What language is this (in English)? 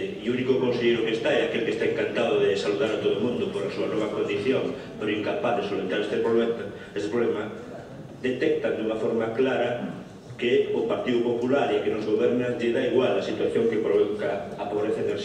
Galician